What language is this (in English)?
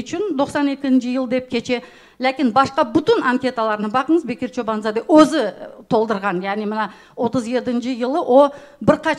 Crimean Tatar